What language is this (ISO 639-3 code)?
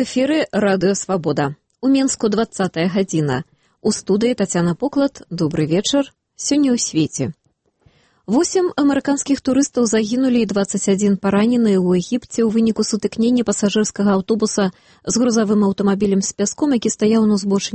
bel